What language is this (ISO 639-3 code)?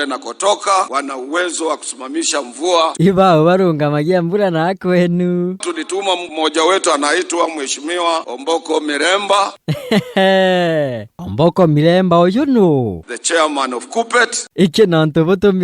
mer